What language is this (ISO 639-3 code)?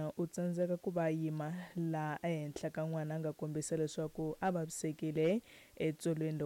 tso